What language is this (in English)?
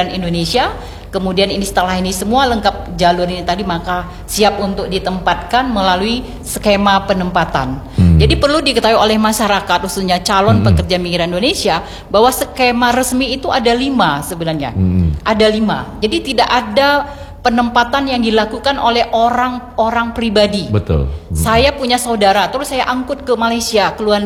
Indonesian